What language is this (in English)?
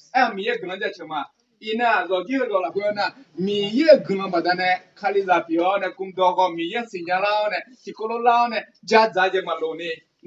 Akha